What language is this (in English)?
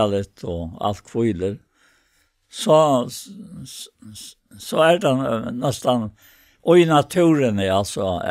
Faroese